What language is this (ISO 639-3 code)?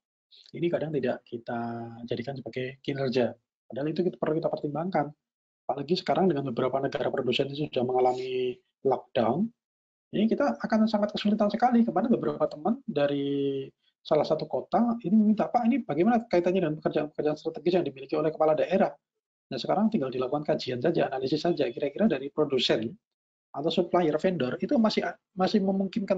ind